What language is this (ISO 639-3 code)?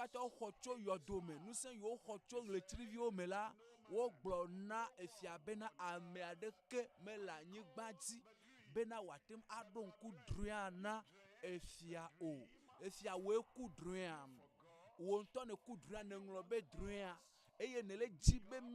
ewe